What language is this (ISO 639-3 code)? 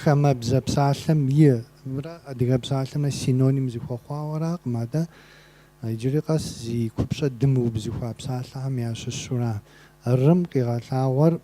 kbd